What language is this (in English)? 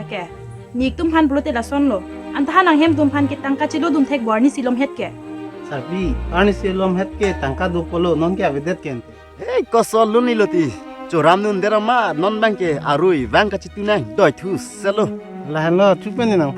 Karbi